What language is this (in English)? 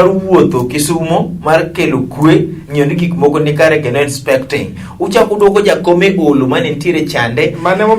Luo (Kenya and Tanzania)